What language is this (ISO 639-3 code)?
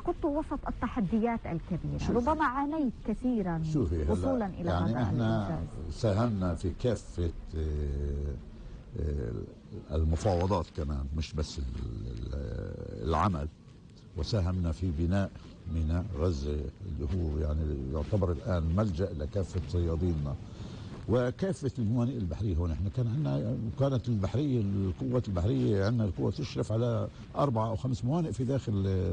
apc